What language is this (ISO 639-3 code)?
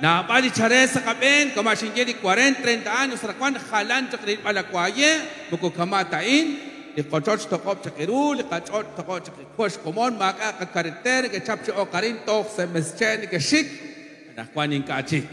kek